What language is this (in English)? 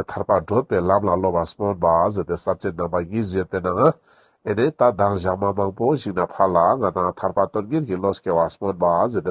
Ladakhi